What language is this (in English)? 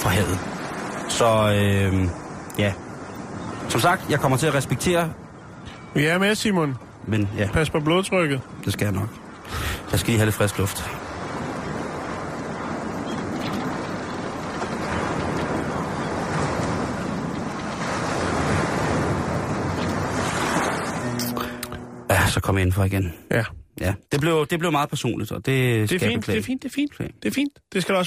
Danish